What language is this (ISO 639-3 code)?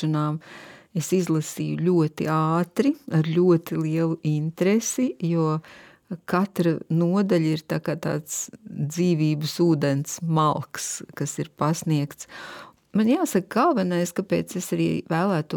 lav